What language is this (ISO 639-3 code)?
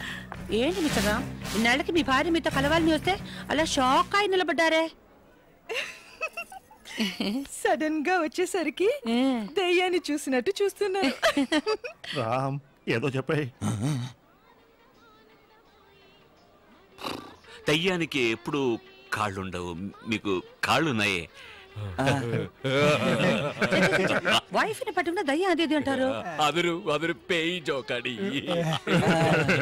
tel